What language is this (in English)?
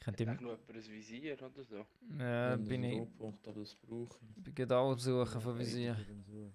Swiss German